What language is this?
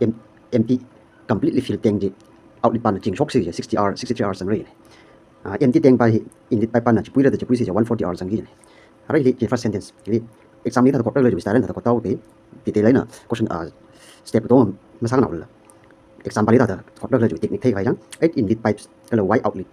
Tangkhul Naga (India)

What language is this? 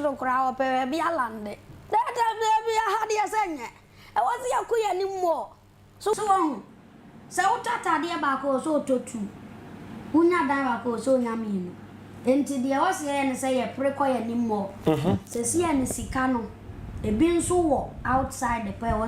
Akan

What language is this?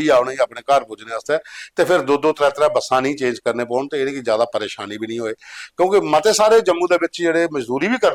Dogri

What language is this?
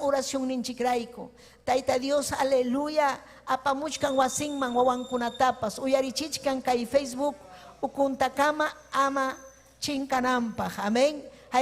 Ayacucho Quechua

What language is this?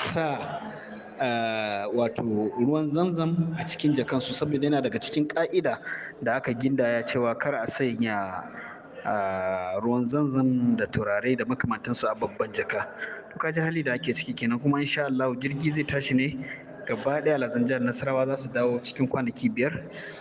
Hausa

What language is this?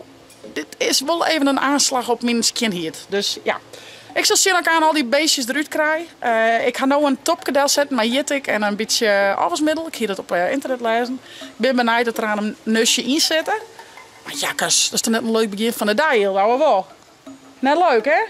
Western Frisian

